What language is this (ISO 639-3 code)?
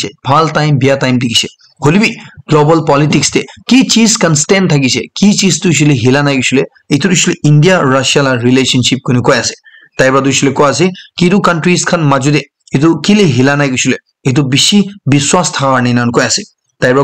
nag